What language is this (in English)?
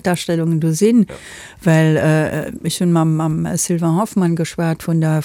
Luxembourgish